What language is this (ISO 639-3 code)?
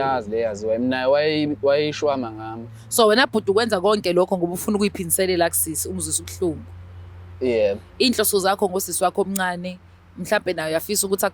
zul